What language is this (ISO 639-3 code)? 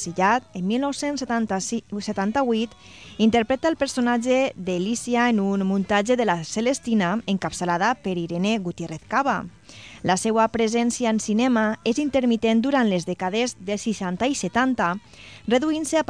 cat